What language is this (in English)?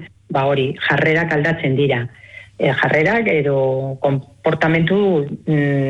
Basque